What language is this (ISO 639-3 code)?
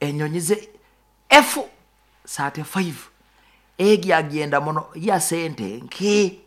nyo